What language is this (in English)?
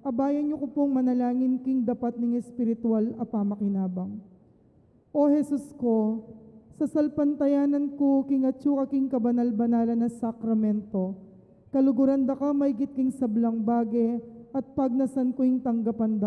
Pampanga